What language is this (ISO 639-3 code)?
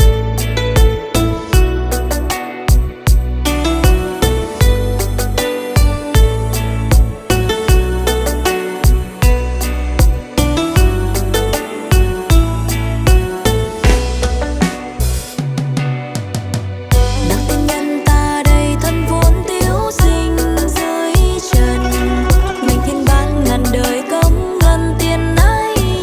vie